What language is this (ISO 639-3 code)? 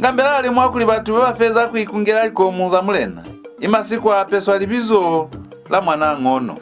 loz